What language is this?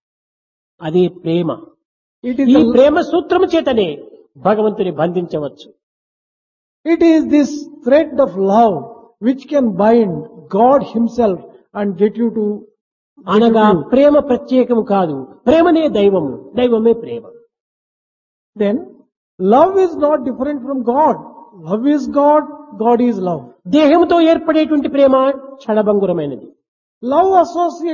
Telugu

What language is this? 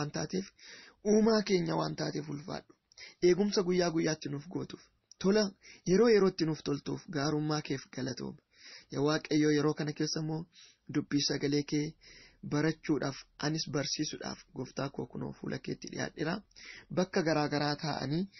Oromo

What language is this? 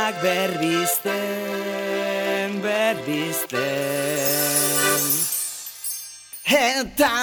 Basque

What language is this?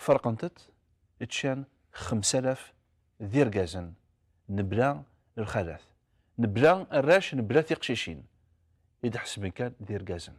Kabyle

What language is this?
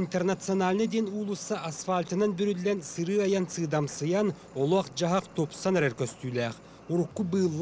Yakut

